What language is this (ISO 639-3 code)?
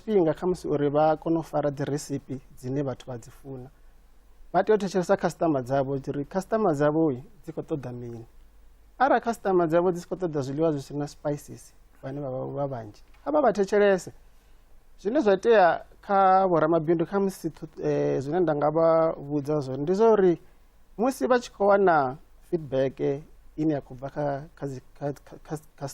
ven